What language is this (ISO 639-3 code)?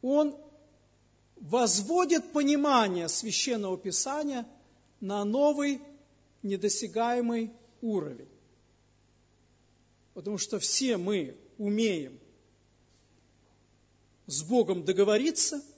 rus